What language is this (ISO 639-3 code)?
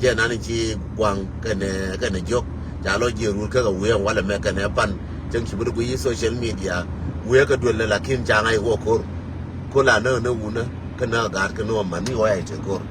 nus